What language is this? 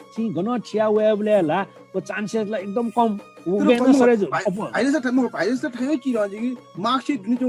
Newari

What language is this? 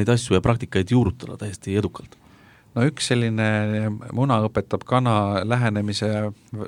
Estonian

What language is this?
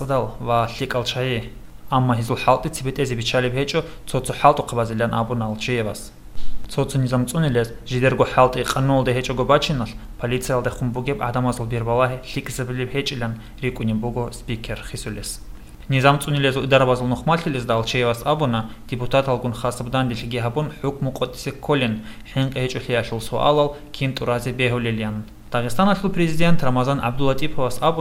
Avaric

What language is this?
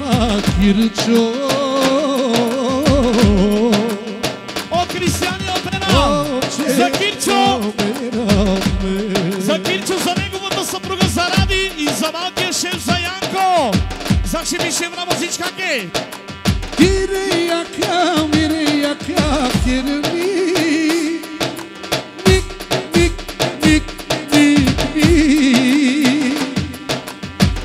Bulgarian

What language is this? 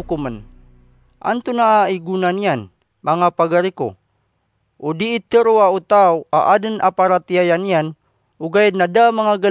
Maranao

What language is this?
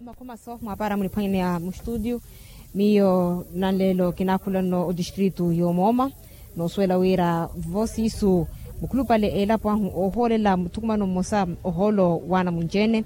Makhuwa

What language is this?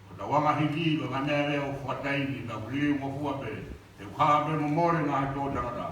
Tongan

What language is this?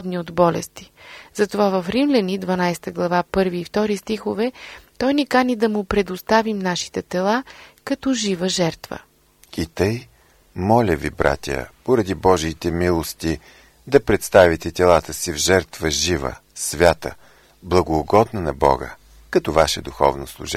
Bulgarian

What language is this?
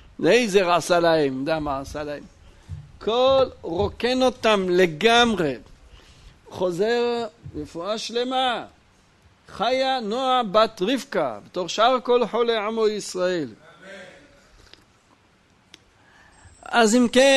Hebrew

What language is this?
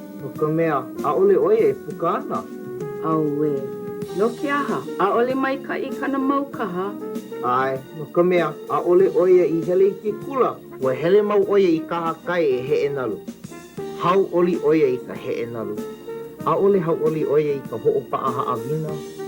Hawaiian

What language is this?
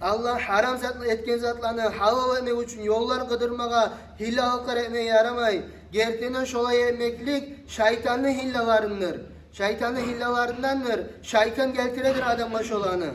Kumyk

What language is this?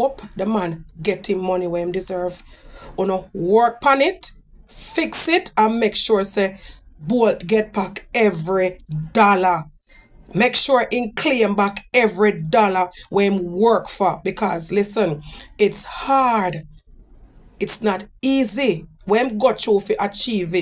Jamaican Creole English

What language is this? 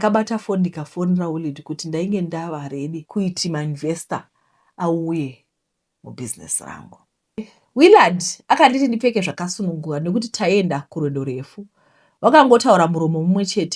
Shona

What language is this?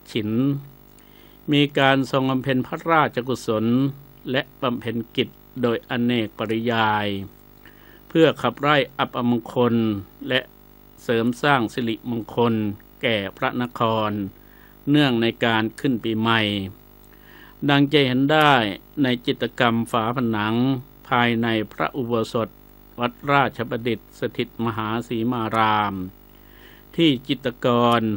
Thai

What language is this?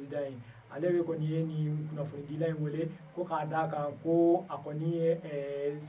Bambara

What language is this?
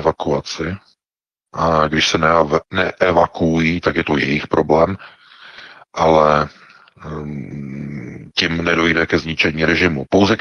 Czech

